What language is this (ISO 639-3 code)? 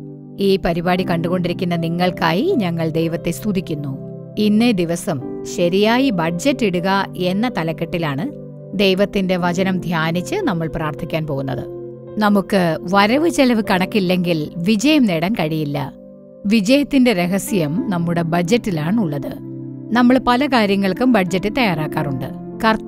mal